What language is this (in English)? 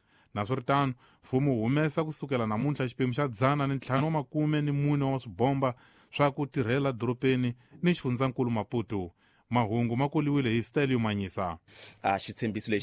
Tsonga